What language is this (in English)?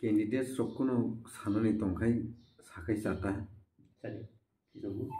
Kok Borok